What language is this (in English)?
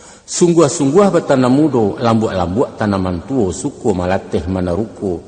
Minangkabau